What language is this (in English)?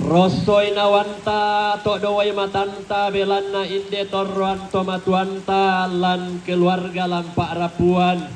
Toraja-Sa'dan